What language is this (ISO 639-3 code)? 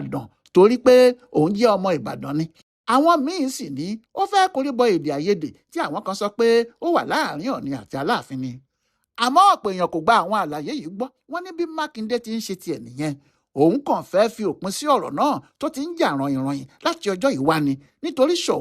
yor